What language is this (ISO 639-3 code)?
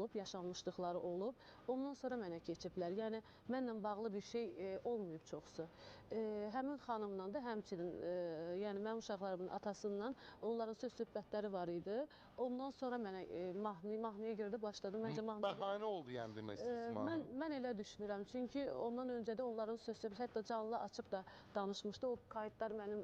aze